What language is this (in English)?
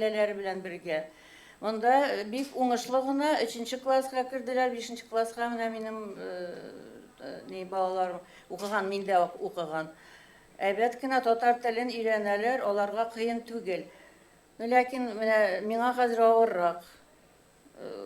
Tatar